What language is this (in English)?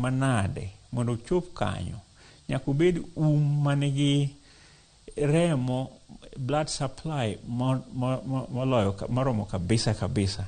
Luo (Kenya and Tanzania)